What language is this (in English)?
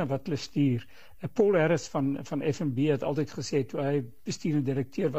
Afrikaans